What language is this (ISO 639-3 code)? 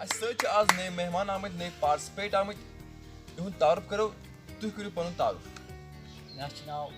kas